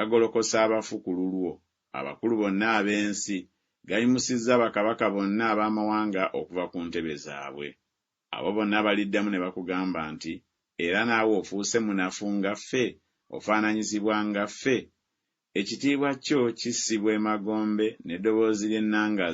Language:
Ganda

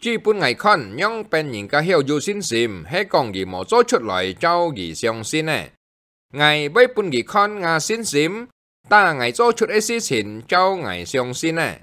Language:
Hakka Chinese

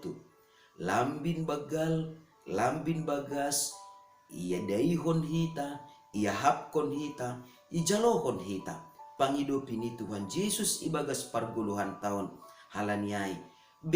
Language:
Batak Simalungun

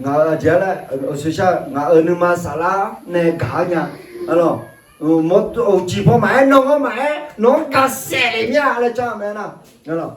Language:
Akha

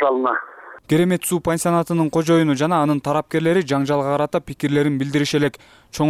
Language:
Kyrgyz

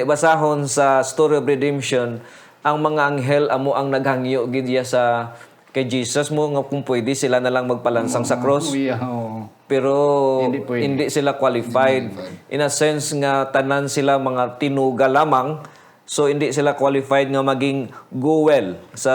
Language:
Hiligaynon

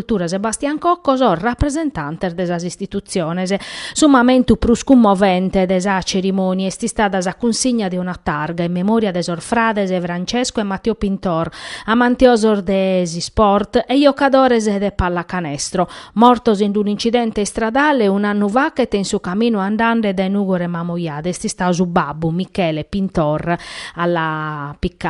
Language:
Sardinian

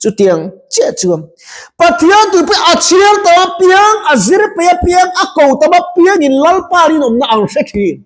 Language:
Mizo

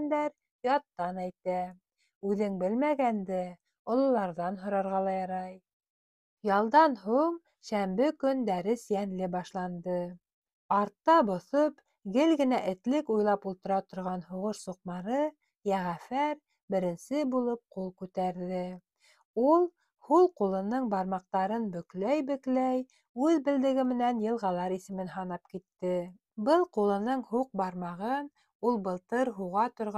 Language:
Bashkir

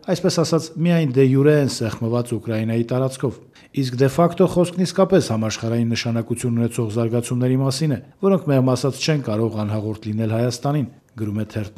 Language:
Armenian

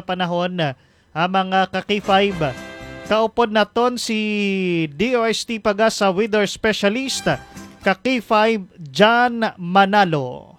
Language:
Hiligaynon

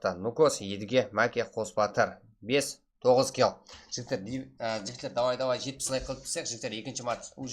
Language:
Kara-Kalpak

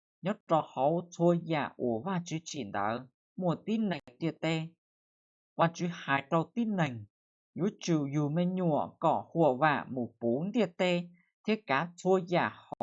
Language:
Hmong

